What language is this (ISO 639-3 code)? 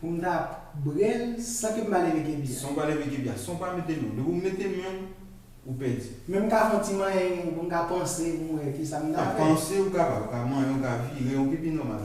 hat